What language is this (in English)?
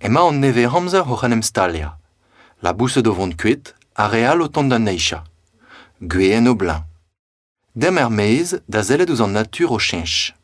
Breton